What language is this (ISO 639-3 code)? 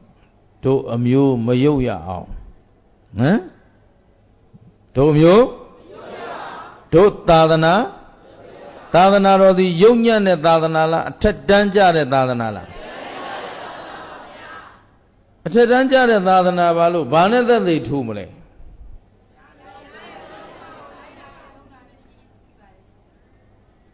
mya